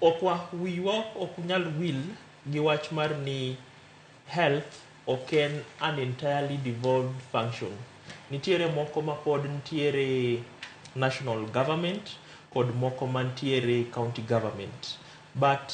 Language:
Luo (Kenya and Tanzania)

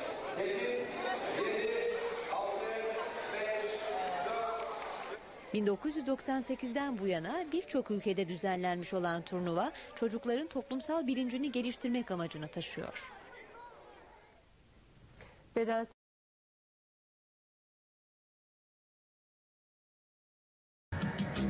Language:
Turkish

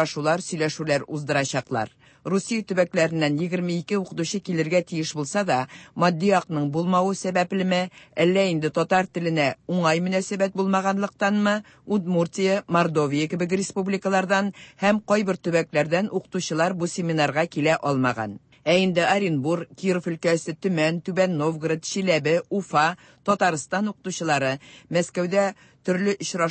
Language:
Tatar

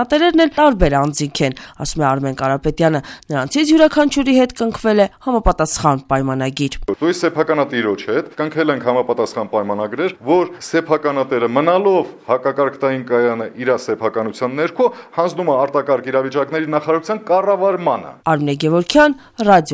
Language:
Armenian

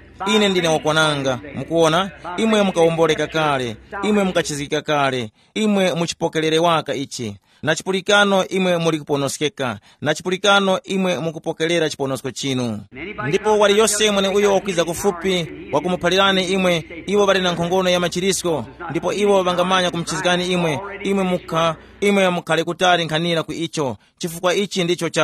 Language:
Tumbuka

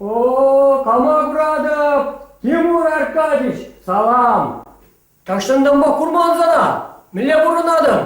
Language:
Chuvash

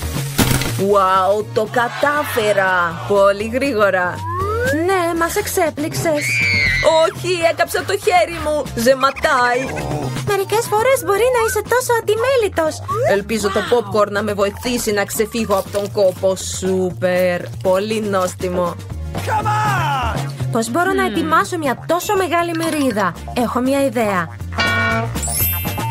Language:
Greek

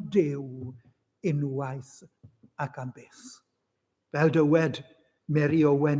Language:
Welsh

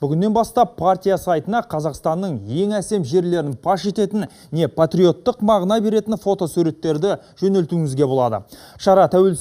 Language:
Kazakh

